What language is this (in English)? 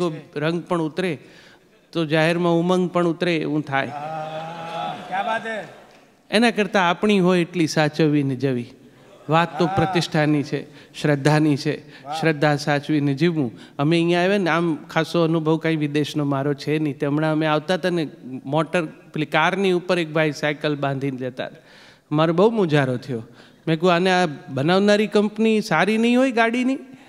Gujarati